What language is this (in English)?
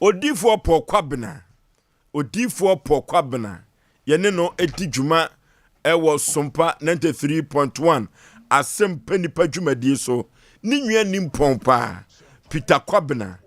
Akan